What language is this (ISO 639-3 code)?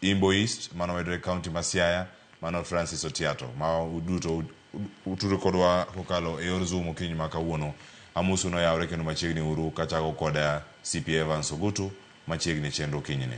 luo